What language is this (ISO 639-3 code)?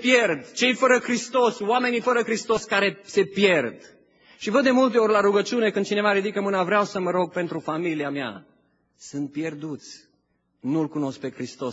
ron